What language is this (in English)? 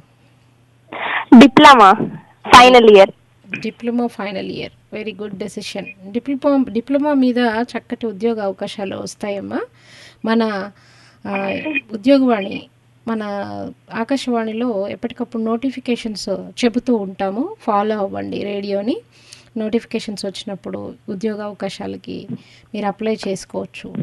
Telugu